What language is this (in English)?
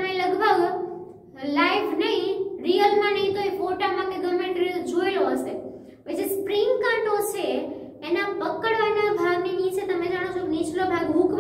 Gujarati